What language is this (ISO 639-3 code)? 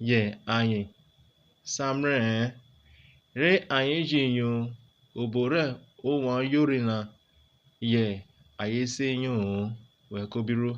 urh